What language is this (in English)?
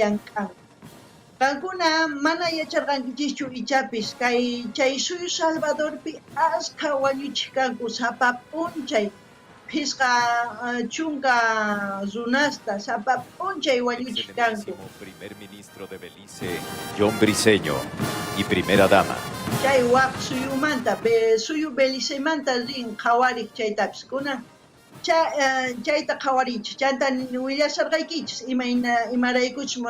South Bolivian Quechua